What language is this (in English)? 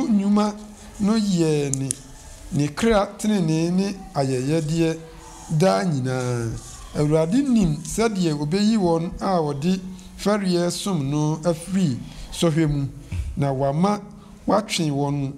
Akan